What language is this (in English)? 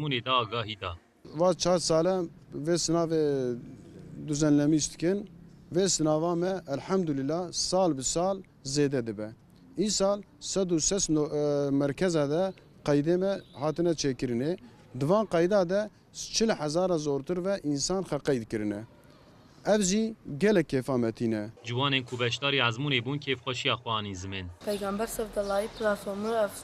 Kurdish